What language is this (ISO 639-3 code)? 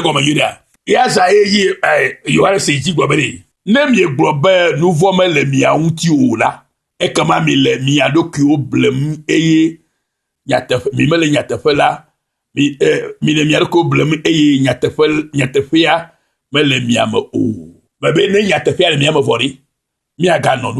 ewe